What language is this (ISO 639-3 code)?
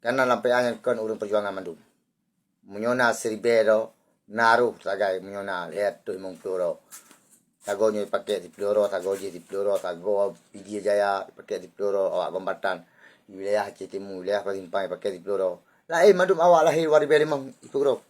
ace